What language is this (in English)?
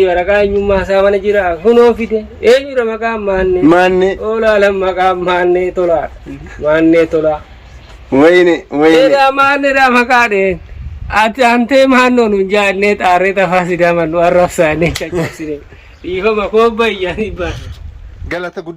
Oromo